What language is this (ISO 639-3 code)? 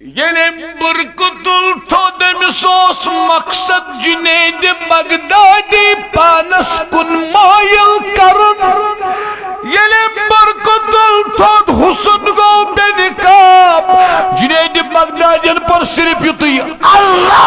kas